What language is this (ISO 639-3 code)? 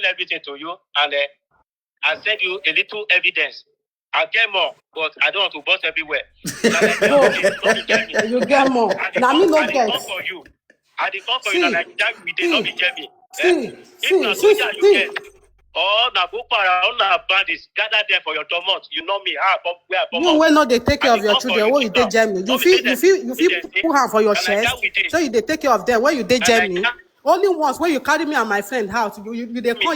pcm